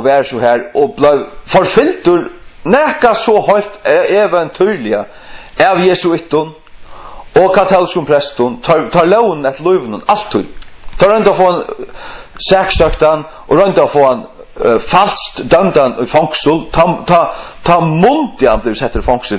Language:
Faroese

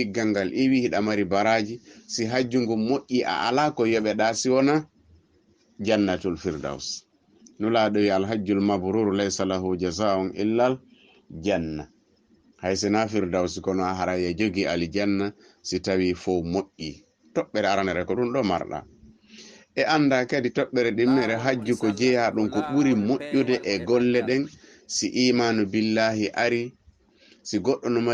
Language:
Fula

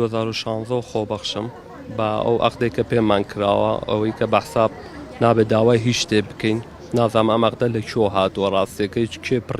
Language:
Central Kurdish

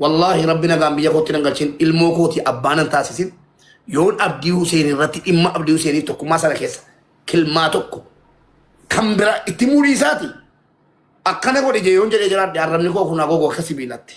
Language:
Oromo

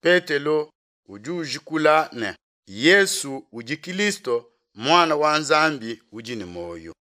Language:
Luba-Lulua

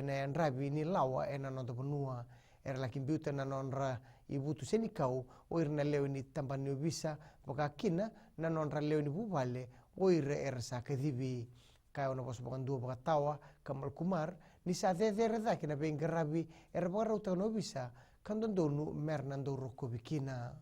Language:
Fijian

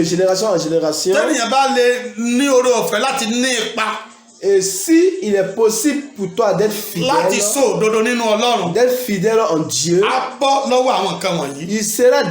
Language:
Yoruba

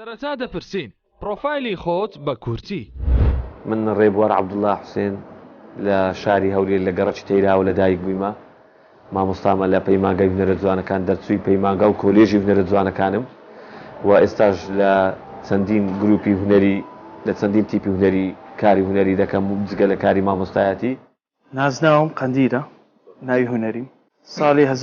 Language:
Central Kurdish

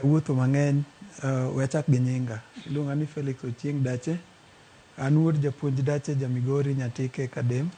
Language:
Luo (Kenya and Tanzania)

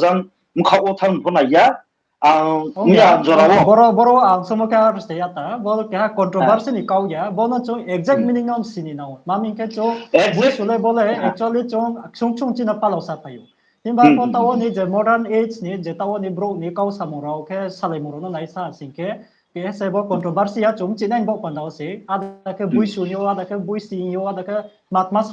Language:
Riang (India)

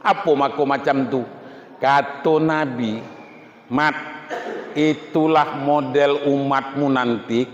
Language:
Minangkabau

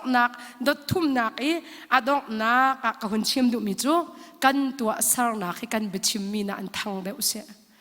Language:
Hakha Chin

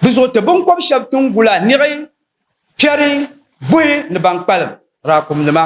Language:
Dagbani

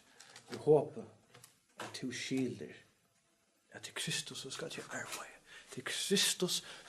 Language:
Faroese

